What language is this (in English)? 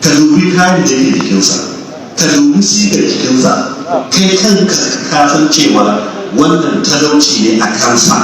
Hausa